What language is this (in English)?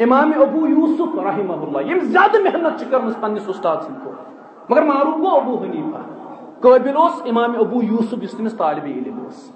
Kashmiri